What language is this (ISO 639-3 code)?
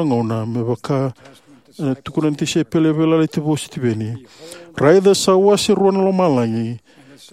fij